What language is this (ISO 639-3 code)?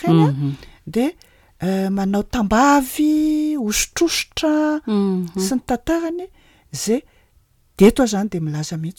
mlg